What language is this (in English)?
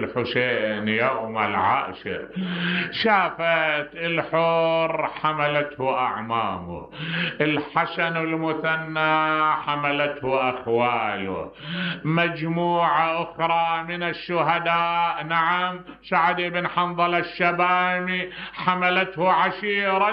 Mesopotamian Arabic